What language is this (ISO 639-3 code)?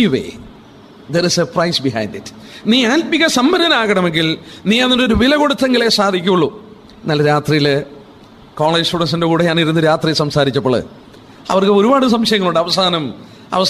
mal